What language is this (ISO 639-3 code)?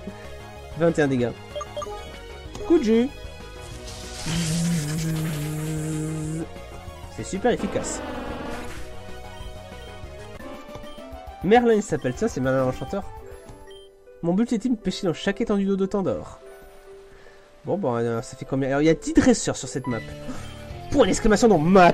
fra